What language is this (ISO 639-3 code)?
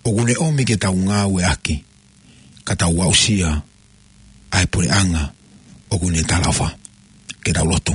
ton